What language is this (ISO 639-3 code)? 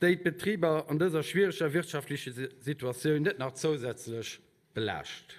ltz